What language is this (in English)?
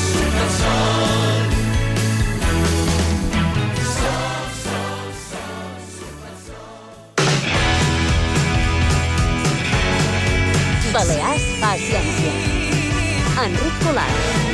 Catalan